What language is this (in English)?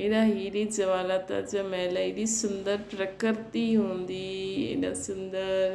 Sindhi